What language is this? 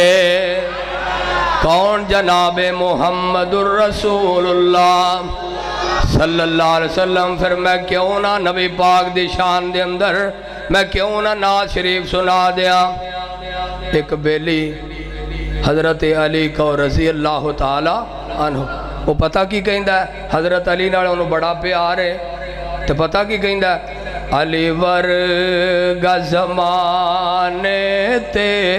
Western Panjabi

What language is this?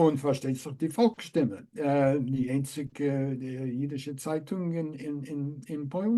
Yiddish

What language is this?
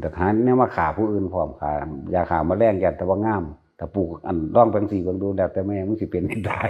Northeastern Thai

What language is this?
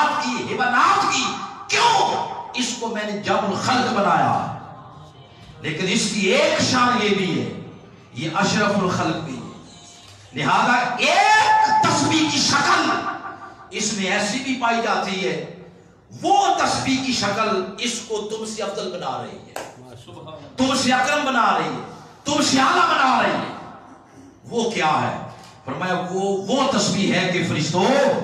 Urdu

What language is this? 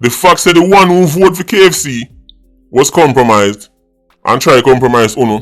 Jamaican Creole English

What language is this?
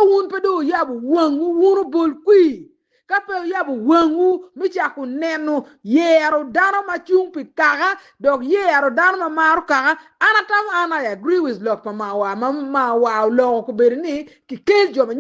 Acoli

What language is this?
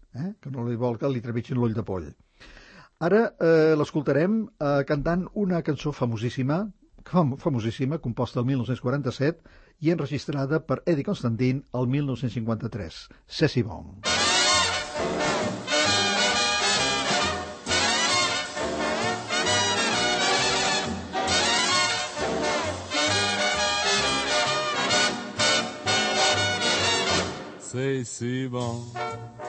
Catalan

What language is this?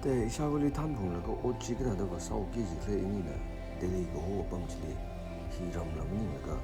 Tangkhul Naga (India)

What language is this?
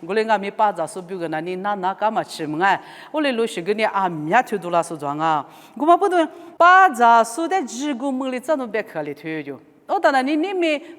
Lisu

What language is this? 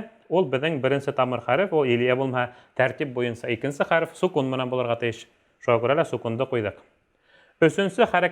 Bashkir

